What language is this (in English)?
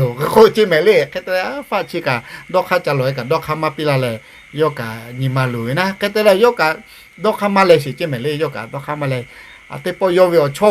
Lahu